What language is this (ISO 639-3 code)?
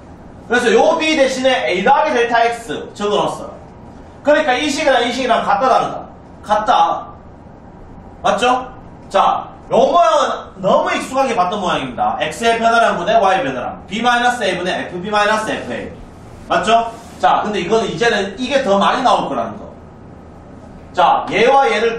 kor